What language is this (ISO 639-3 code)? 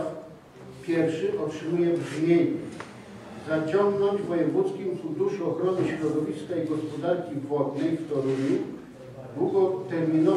pol